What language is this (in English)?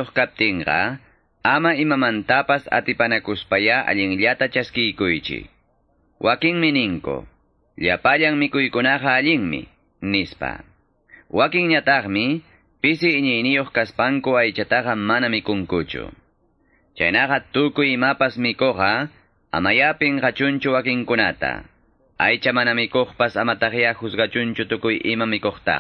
Quechua